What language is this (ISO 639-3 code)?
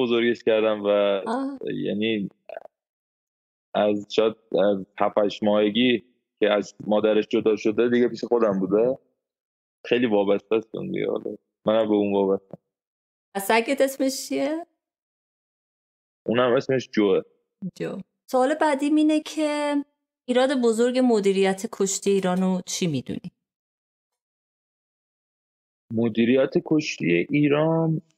fas